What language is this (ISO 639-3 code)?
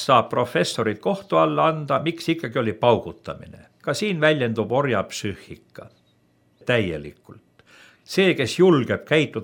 est